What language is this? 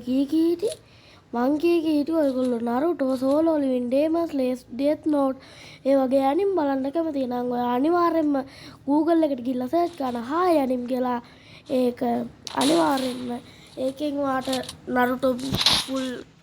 Sinhala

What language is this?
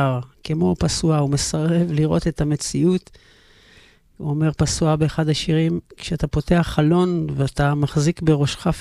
Hebrew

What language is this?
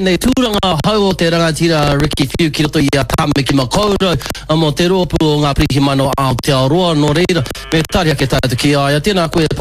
Māori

